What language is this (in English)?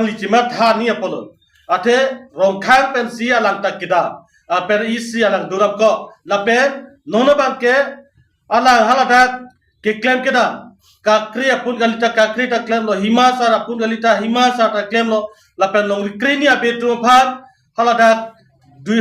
Karbi